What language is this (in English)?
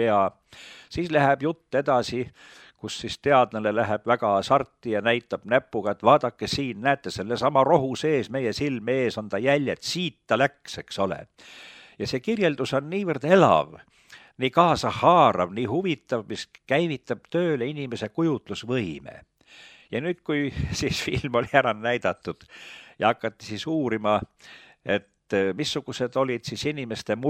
Estonian